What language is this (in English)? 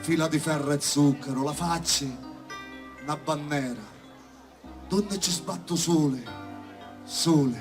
Sicilian